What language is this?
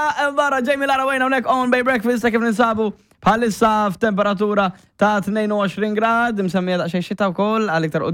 Maltese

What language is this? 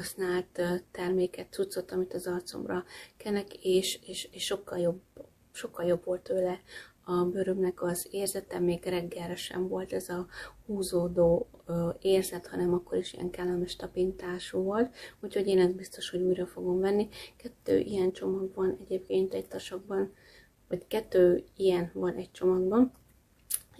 Hungarian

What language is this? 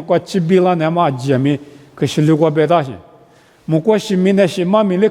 Lisu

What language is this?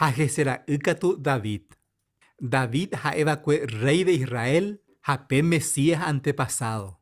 Guarani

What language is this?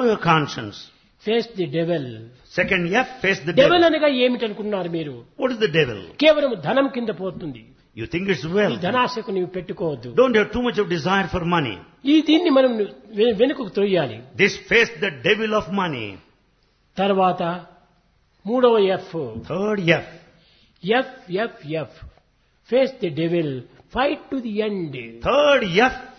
Telugu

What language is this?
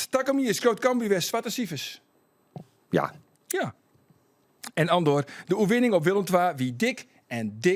Western Frisian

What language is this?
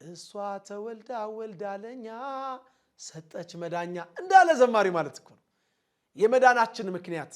Amharic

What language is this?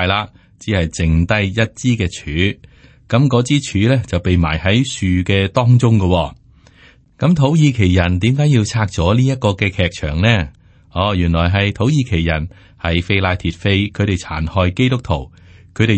Cantonese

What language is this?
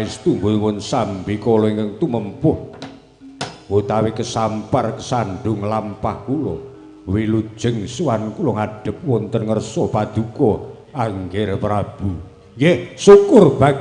Javanese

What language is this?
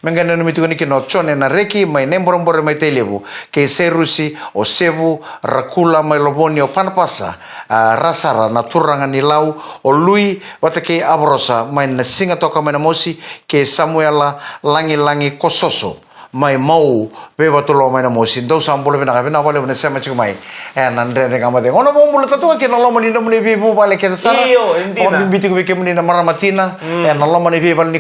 Fijian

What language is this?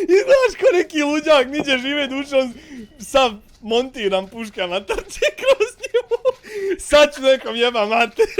Bosnian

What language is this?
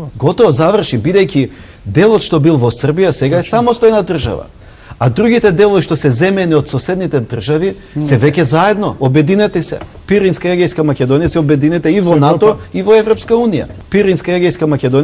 Macedonian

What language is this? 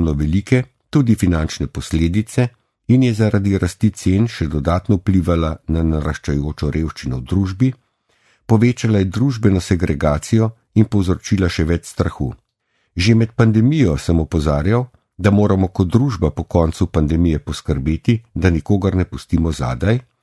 Slovenian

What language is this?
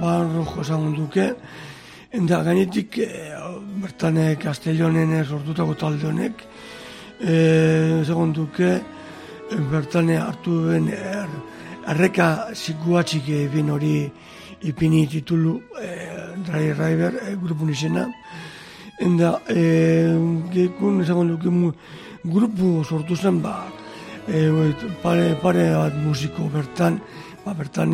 Basque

